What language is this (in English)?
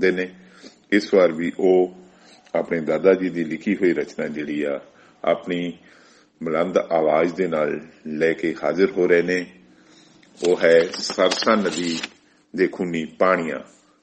Punjabi